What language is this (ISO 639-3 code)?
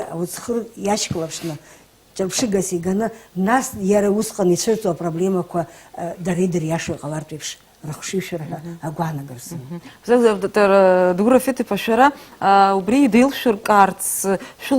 abk